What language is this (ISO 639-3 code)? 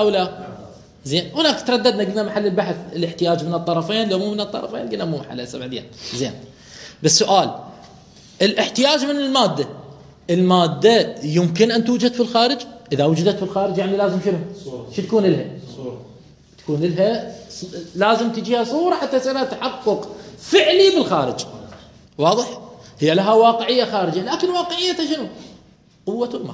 acm